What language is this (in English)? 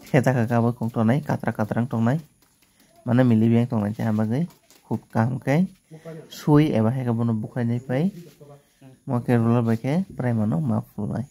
Kok Borok